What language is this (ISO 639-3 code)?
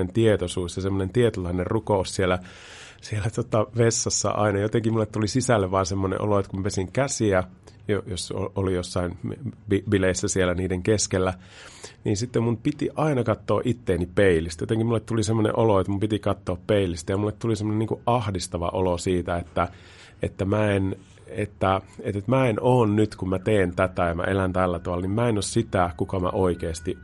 fin